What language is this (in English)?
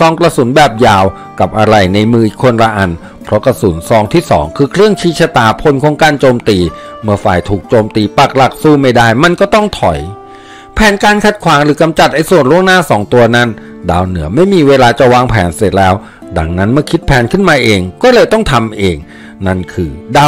Thai